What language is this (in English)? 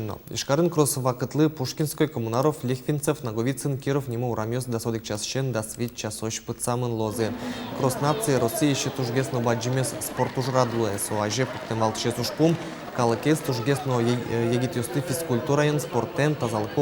Udmurt